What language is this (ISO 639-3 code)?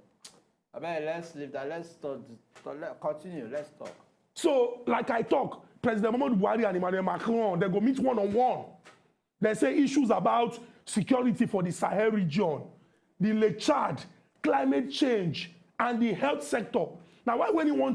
pcm